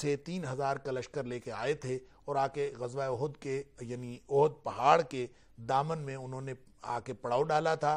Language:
Urdu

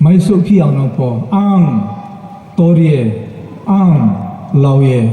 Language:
Riang (India)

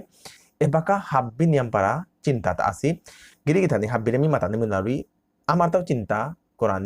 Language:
Bishnupriya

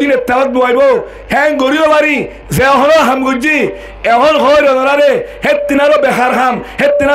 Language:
Rohingya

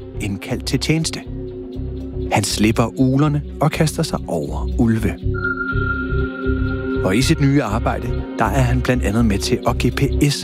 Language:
Danish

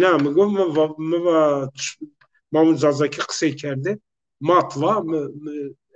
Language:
Zaza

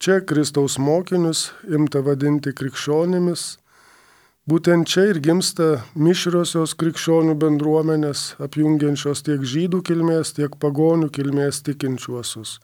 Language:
Lithuanian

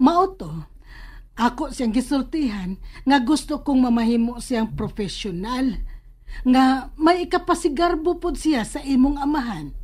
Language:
Cebuano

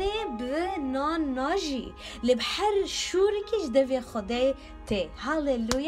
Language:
Kurdish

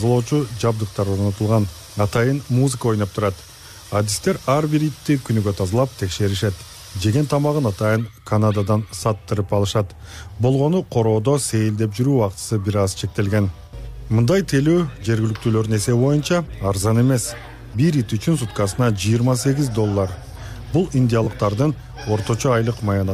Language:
Kyrgyz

